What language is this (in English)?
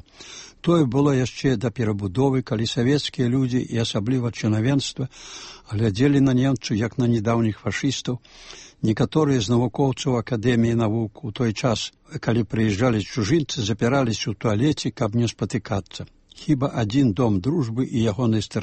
Belarusian